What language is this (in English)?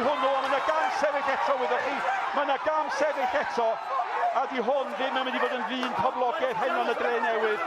Welsh